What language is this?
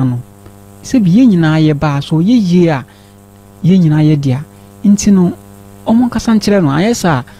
Akan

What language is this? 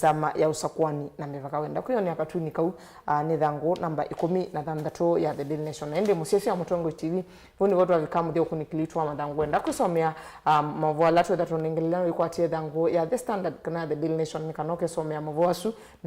Kamba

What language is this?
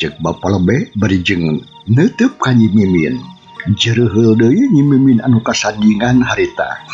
Sundanese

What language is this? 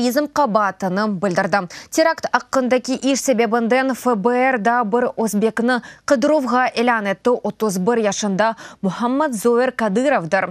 Crimean Tatar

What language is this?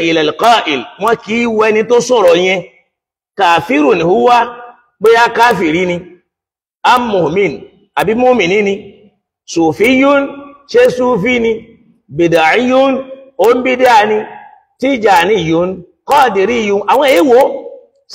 Yoruba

